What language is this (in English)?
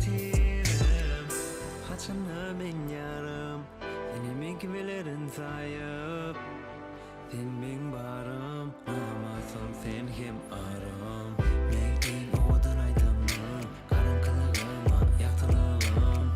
Turkmen